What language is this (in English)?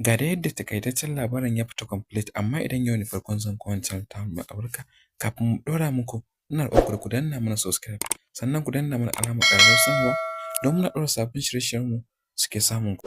Hausa